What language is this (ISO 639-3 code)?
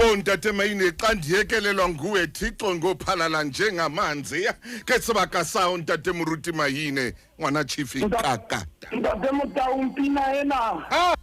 sot